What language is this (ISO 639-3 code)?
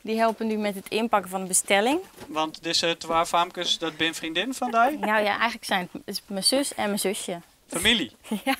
fry